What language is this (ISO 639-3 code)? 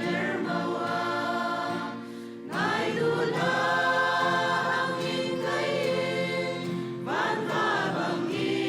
cfm